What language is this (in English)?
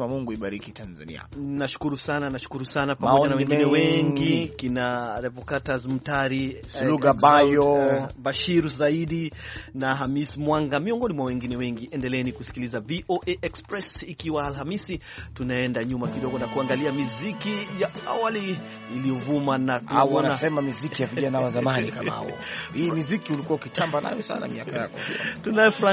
Swahili